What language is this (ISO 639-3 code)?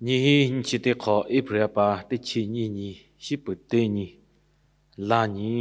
lhu